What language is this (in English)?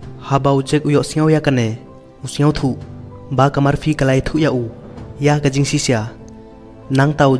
Khasi